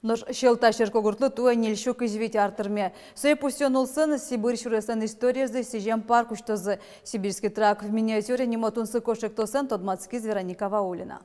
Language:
Udmurt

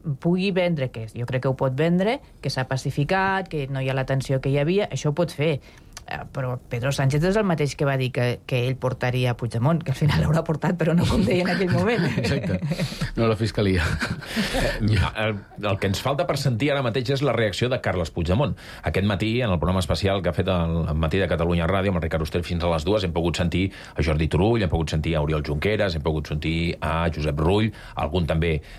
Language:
Catalan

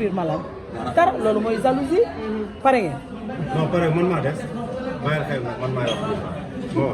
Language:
Wolof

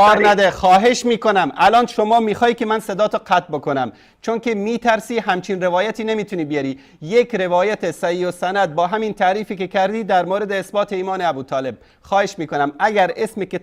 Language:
Persian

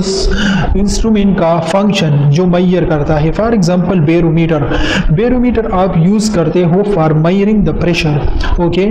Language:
Hindi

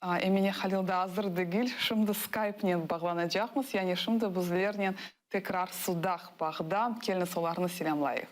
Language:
Crimean Tatar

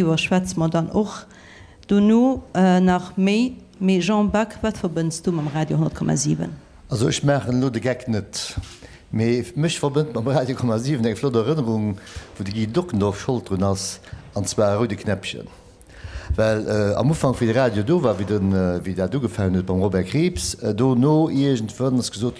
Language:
Luxembourgish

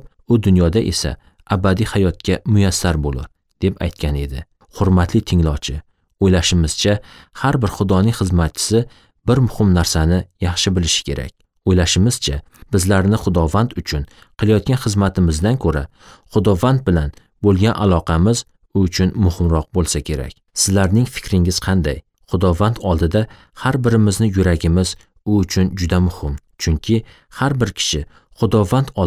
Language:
Uzbek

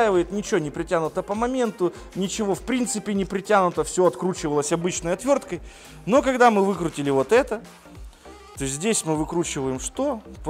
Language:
Russian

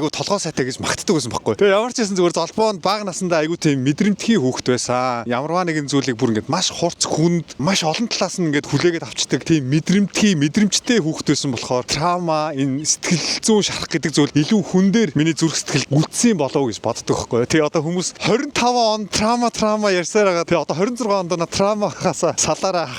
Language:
Mongolian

